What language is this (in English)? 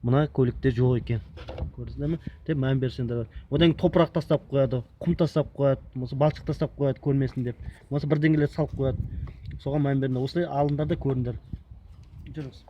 Kazakh